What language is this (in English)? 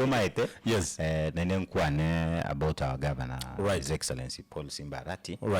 Gusii